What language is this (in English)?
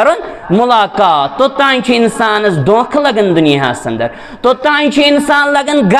Kashmiri